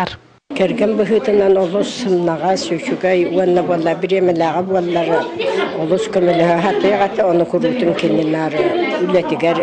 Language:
Yakut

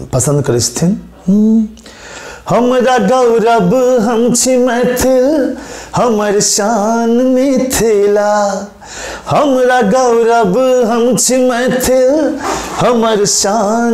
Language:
Maithili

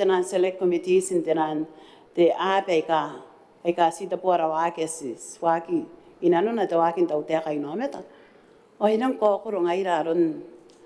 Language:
Gilbertese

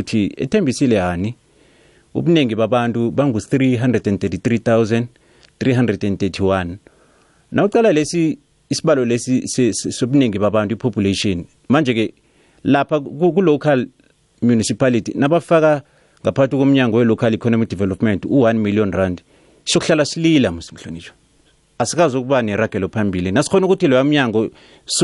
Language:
South Ndebele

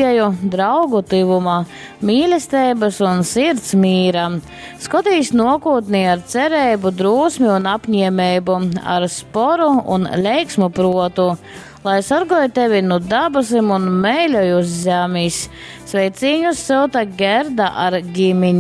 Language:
Latgalian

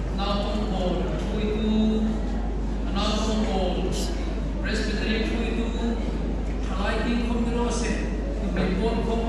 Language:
Hmar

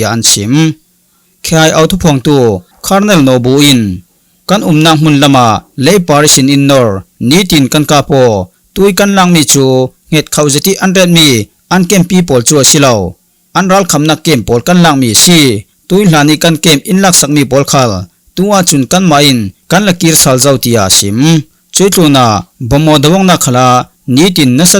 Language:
Falam Chin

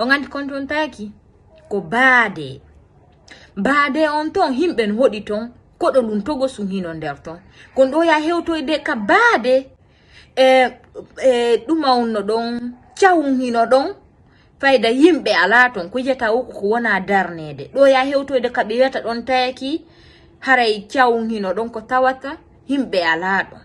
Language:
Fula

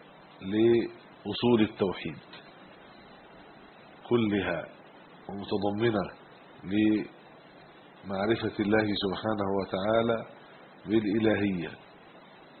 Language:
Arabic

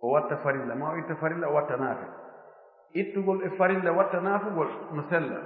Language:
Fula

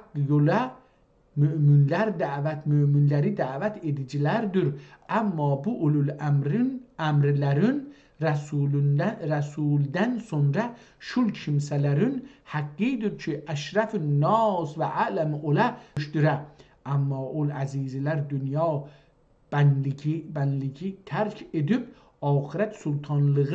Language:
South Azerbaijani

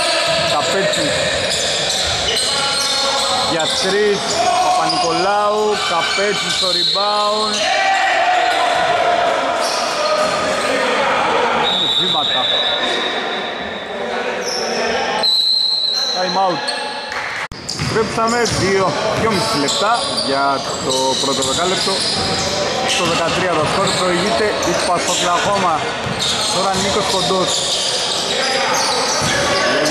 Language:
Greek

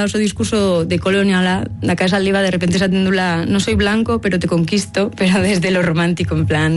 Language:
Basque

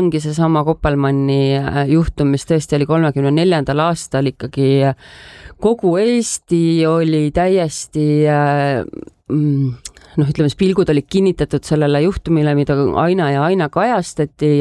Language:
Estonian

